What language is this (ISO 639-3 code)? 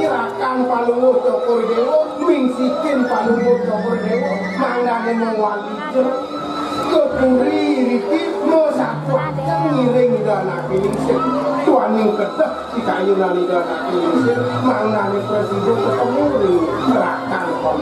ban